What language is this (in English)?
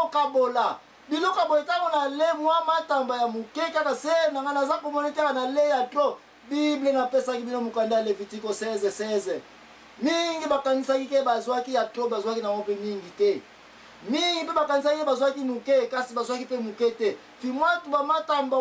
Lingala